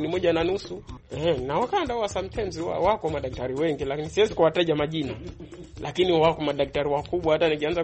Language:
Swahili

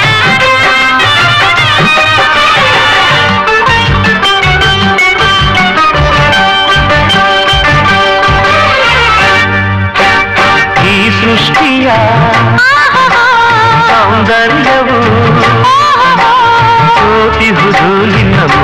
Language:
Kannada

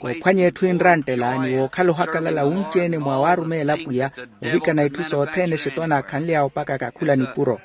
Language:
Makhuwa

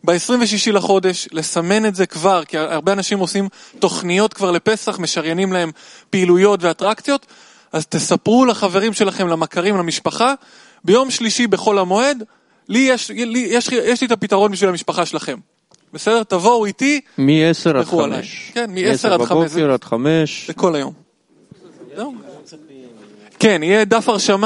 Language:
Hebrew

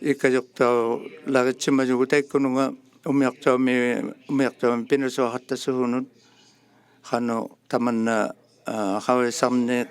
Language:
Inuktitut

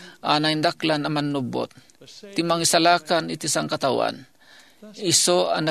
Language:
Iloko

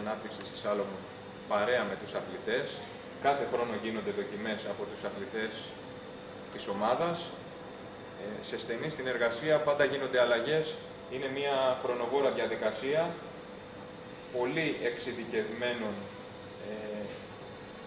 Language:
Greek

